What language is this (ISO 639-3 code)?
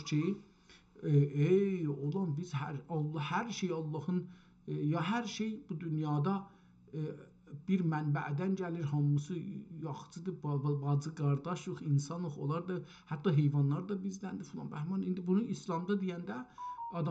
azb